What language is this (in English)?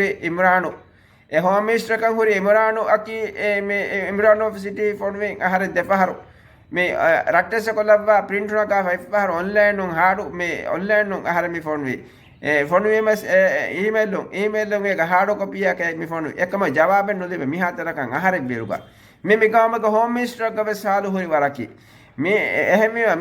Divehi